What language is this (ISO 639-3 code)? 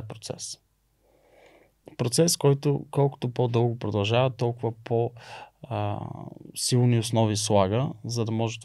bul